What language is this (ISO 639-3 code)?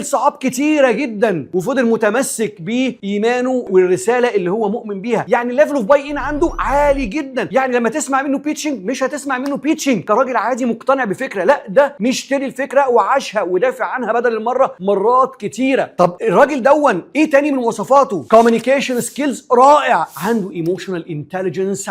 arz